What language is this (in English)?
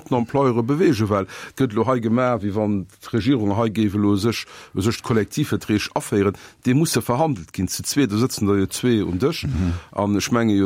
Luxembourgish